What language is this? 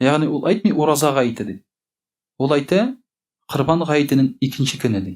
Tatar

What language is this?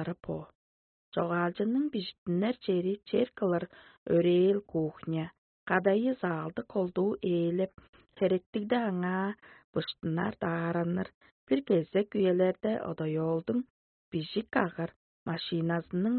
Tuvinian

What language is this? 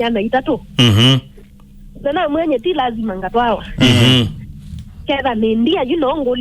Kamba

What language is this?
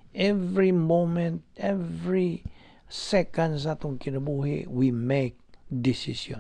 Cebuano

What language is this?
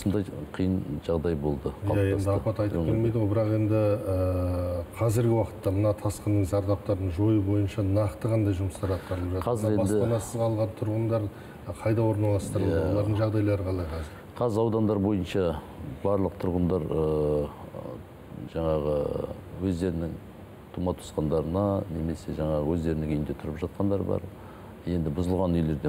Kazakh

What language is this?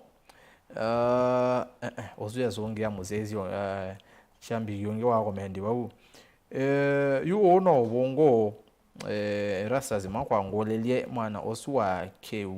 Kamba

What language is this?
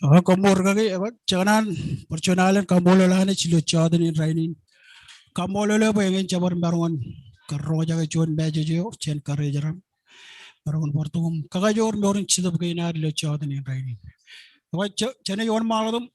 Marshallese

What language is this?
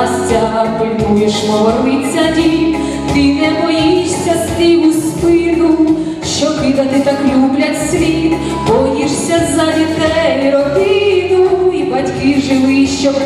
Ukrainian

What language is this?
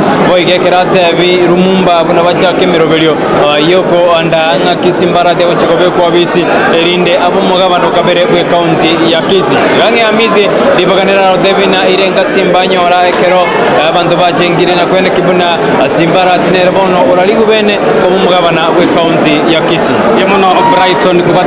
Gusii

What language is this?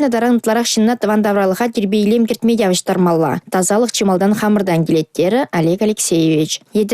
Chuvash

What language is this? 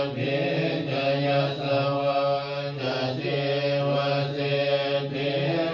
Pali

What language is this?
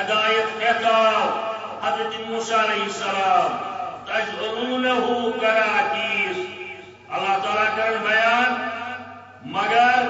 Kashmiri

